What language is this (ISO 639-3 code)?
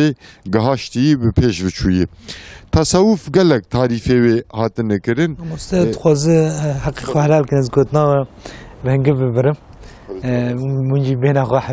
kur